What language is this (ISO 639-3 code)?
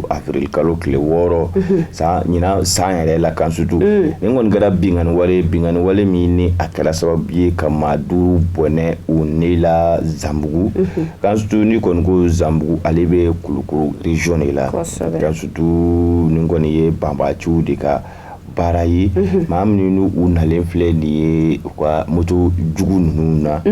bam